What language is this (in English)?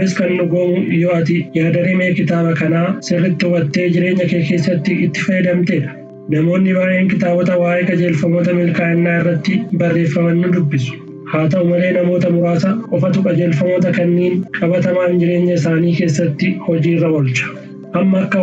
Oromo